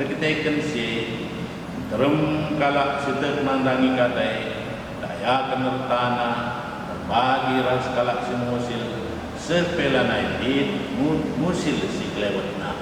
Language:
Batak Karo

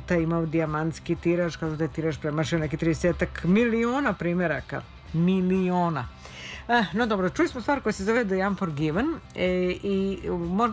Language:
Serbian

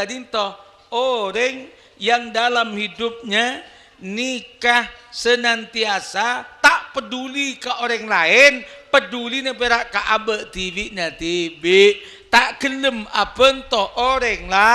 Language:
Madurese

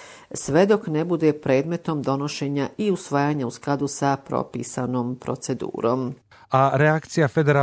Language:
Bosnian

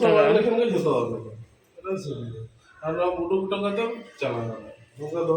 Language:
Santali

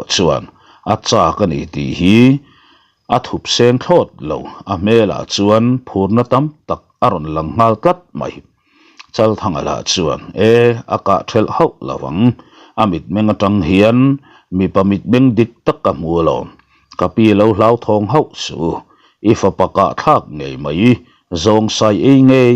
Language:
Mizo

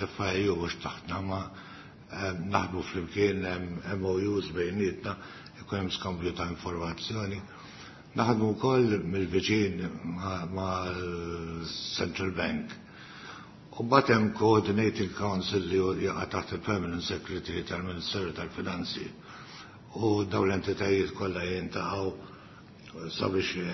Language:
Maltese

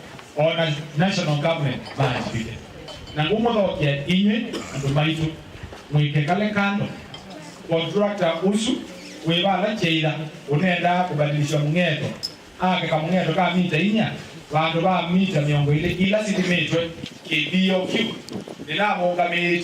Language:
Kamba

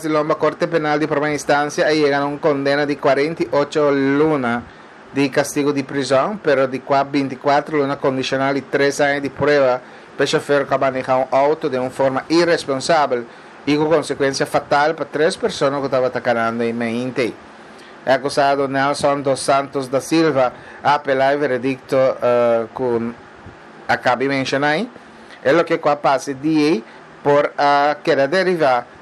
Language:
Papiamento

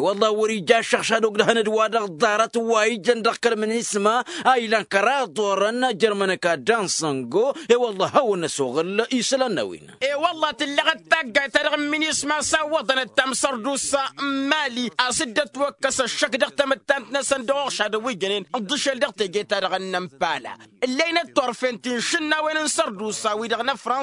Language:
Tamasheq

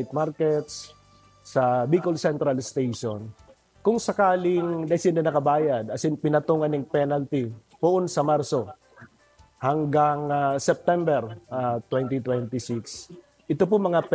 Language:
Bikol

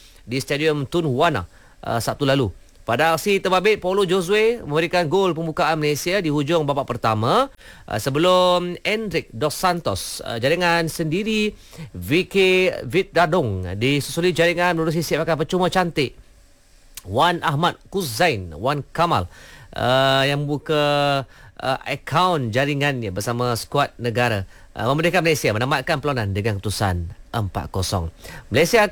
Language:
Malay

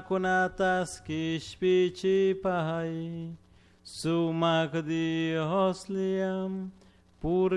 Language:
Chimborazo Highland Quichua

